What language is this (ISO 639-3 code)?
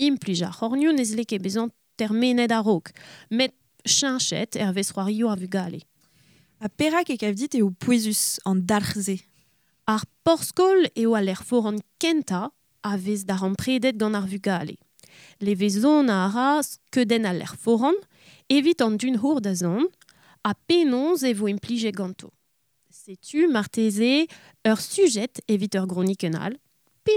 bre